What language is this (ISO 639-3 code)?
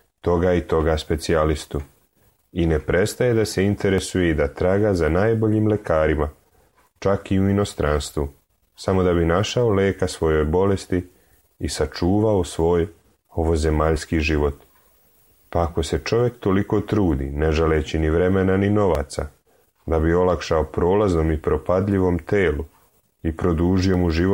srp